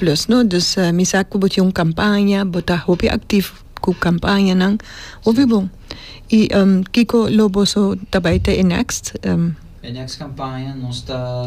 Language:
Papiamento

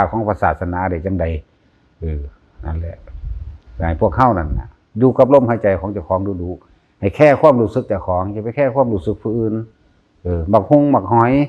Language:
Northeastern Thai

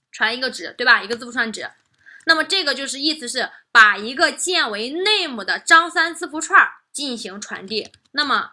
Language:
Chinese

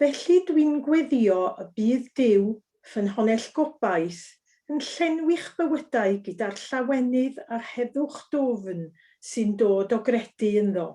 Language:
Welsh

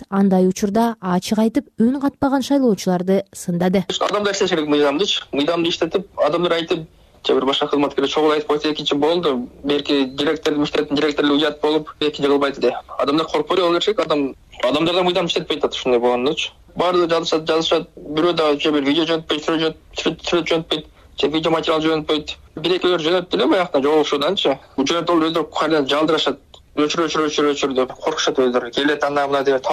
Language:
Kyrgyz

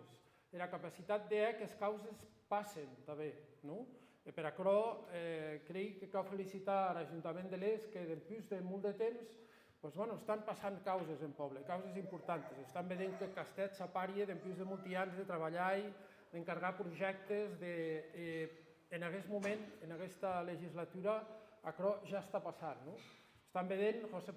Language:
Occitan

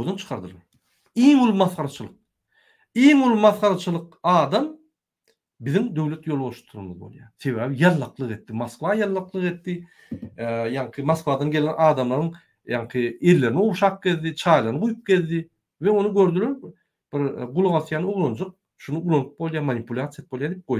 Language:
Turkmen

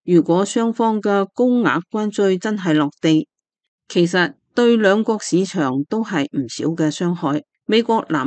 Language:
Cantonese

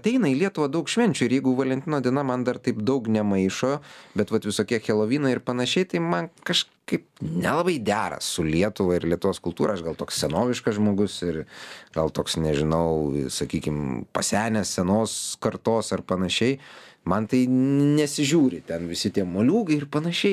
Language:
Lithuanian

